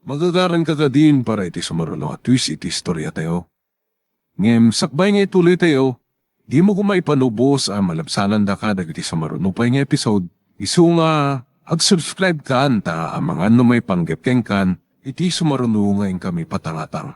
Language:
Iloko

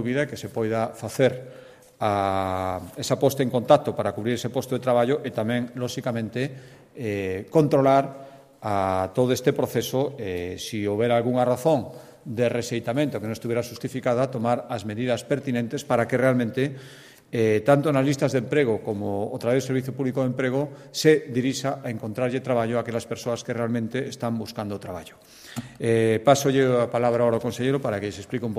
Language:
Galician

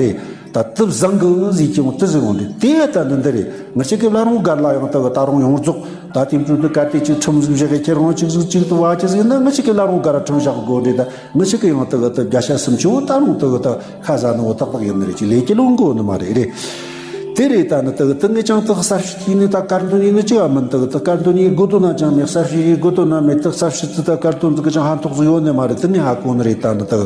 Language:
Tibetan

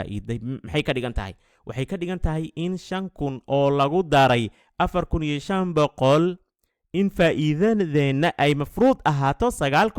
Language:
Somali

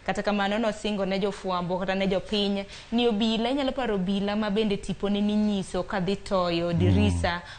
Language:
Luo (Kenya and Tanzania)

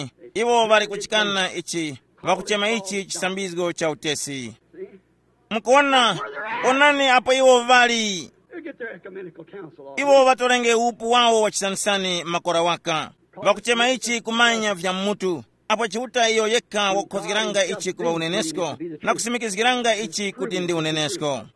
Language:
Tumbuka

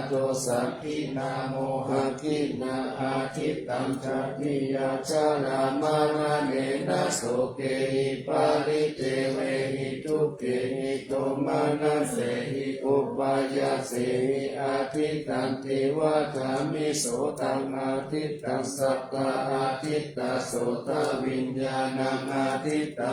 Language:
Pali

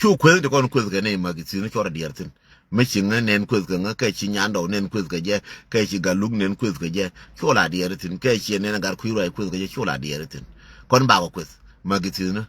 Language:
Nuer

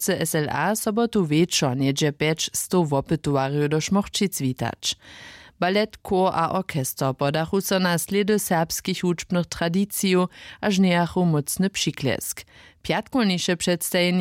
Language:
Upper Sorbian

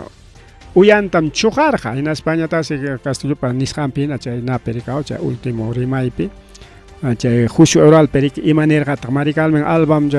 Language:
Ayacucho Quechua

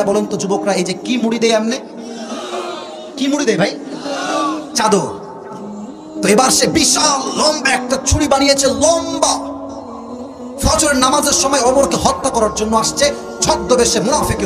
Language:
Bangla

